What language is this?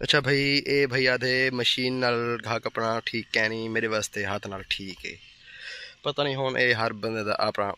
Saraiki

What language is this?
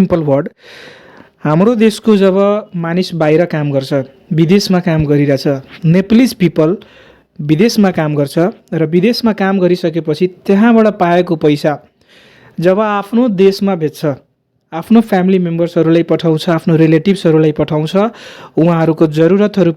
Nepali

